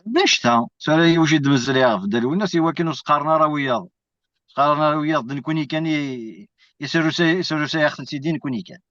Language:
Kabyle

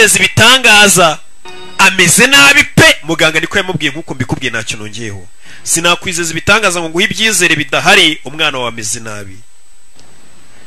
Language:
Kinyarwanda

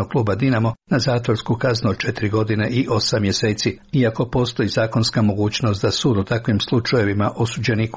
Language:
Serbian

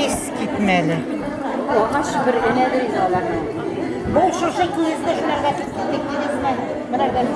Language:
Bashkir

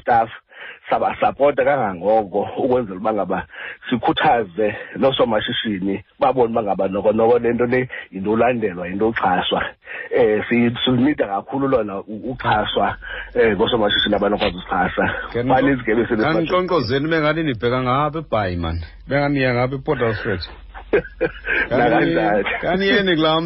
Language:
Xhosa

